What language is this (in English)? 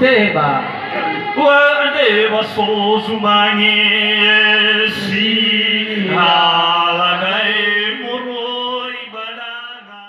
Nias